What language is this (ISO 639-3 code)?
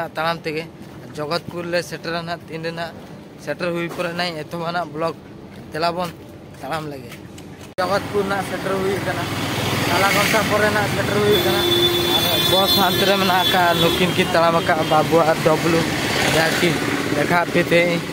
sat